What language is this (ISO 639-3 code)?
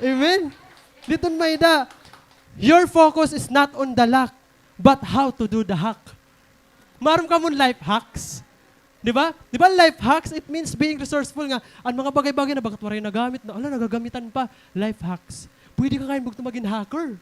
war